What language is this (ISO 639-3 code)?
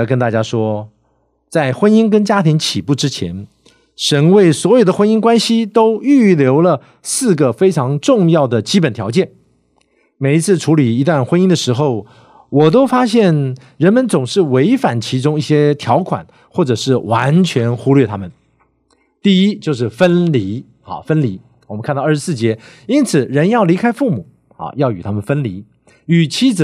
zho